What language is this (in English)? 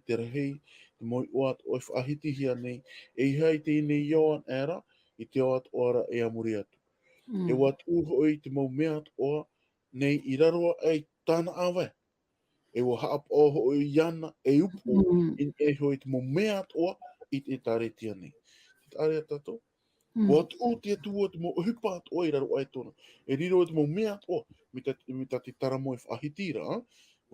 Tahitian